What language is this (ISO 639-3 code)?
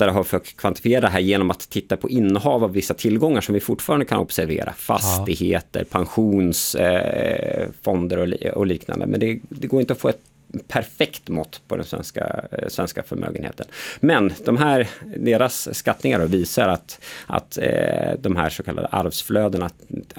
swe